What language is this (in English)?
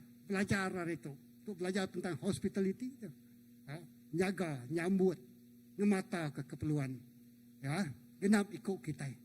Iban